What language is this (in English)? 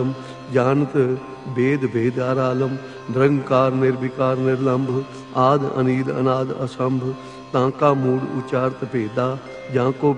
Punjabi